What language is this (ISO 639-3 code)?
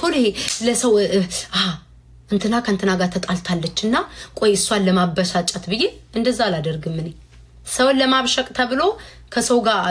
amh